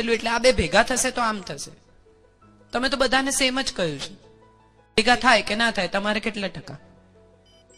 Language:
Gujarati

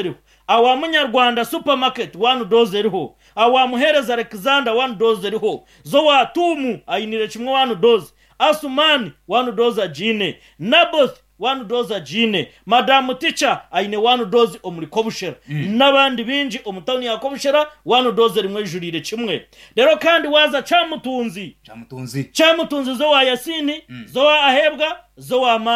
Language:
Nyankole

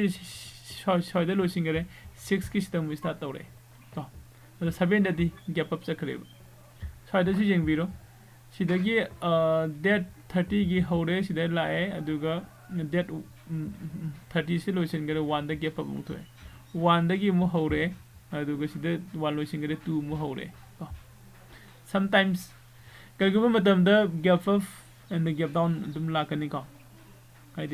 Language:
Manipuri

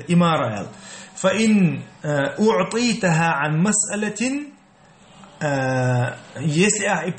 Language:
Chechen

